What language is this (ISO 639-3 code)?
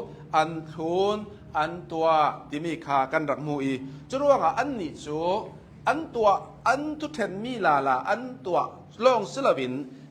cnh